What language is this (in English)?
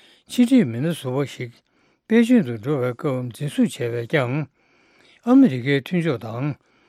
Tibetan